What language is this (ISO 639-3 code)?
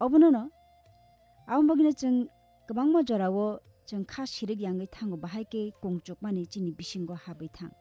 trp